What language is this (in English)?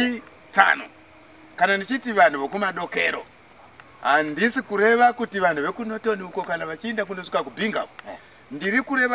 Shona